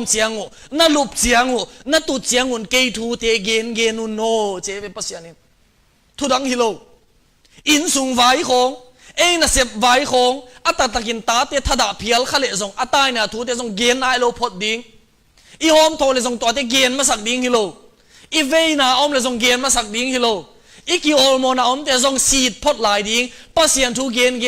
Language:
Tedim Chin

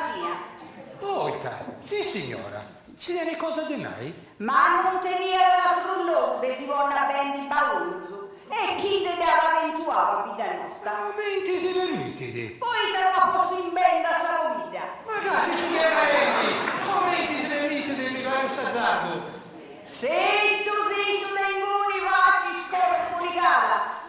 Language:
Sardinian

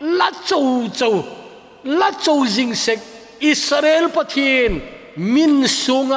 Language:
Thado Chin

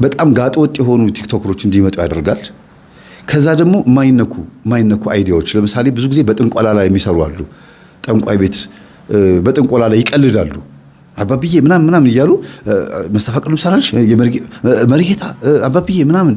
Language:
Amharic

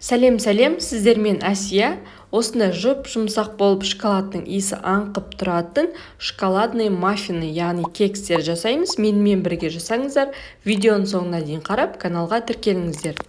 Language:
Kazakh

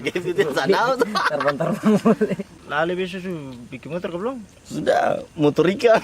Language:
Ambonese Malay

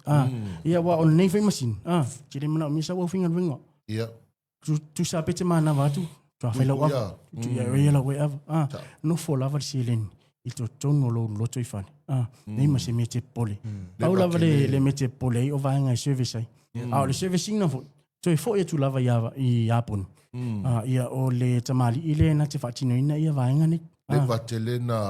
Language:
Samoan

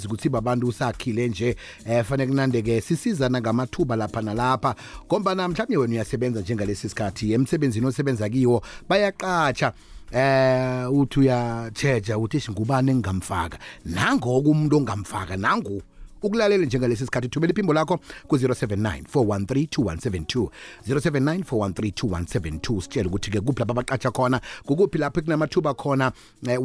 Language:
South Ndebele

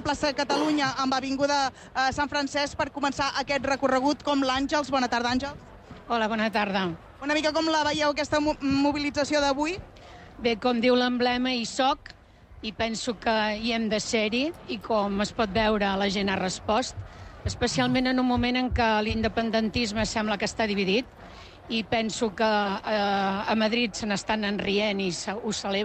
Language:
Catalan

